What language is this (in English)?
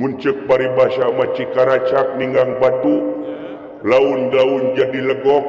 Sundanese